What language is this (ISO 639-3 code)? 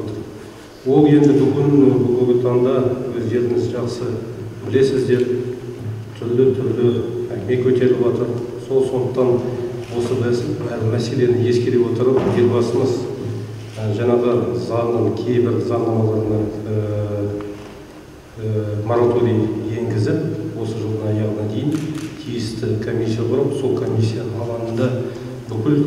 kaz